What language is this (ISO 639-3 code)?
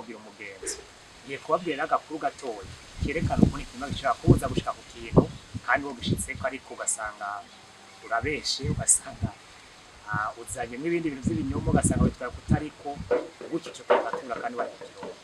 run